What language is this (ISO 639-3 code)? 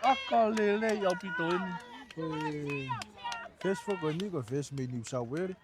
ton